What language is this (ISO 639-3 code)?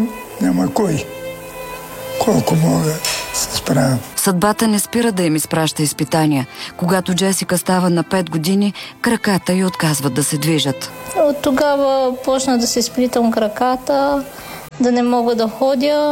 bul